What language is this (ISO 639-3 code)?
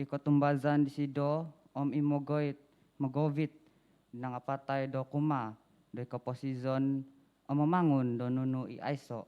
dtp